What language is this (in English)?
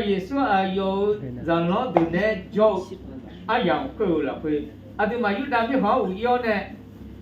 Akha